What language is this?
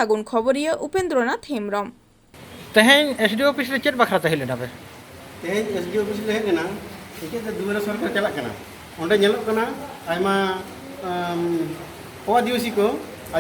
Santali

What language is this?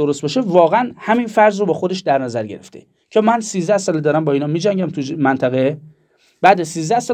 Persian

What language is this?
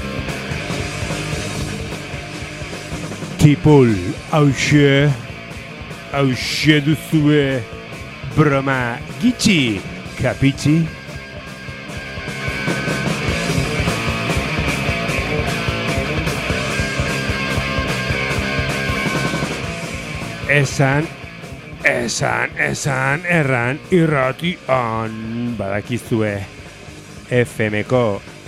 Basque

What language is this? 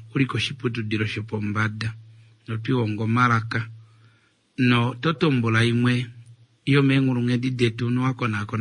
Kuanyama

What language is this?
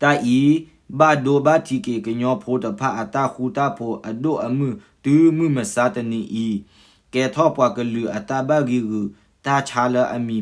S'gaw Karen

